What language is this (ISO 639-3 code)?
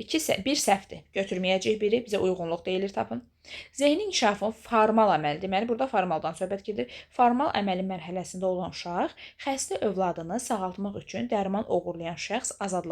aze